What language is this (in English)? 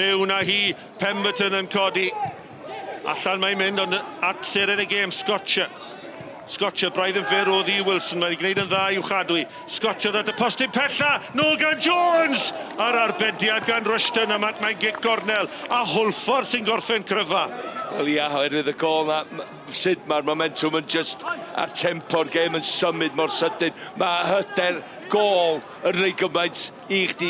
Welsh